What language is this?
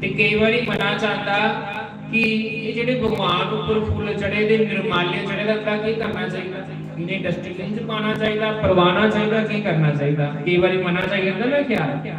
Dogri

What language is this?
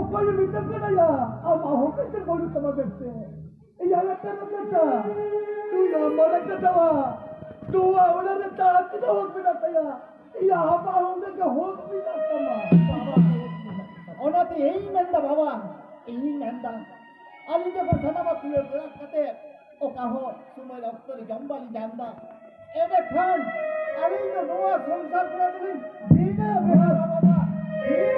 Santali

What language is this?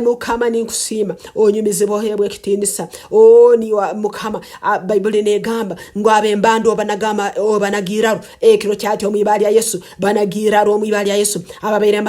Nyankole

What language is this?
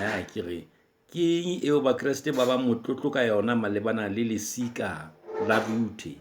Southern Sotho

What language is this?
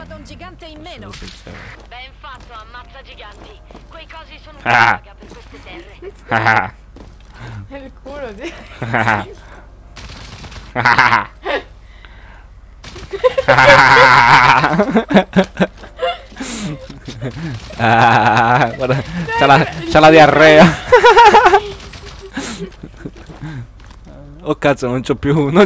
Italian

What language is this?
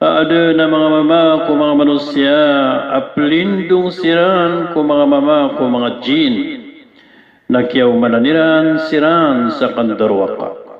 Maranao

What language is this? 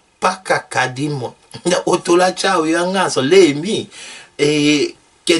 Tetela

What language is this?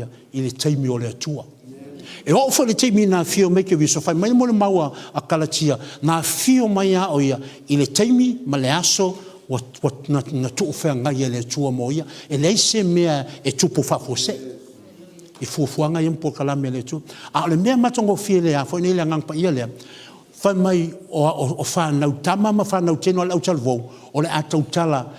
Samoan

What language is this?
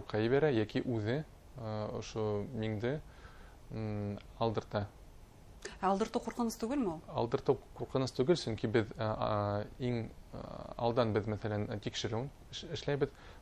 Bashkir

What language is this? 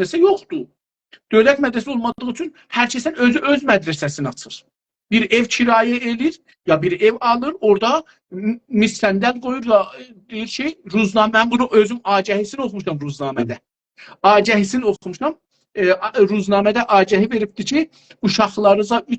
South Azerbaijani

